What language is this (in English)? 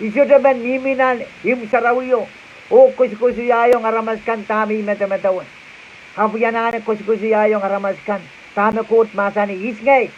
Pohnpeian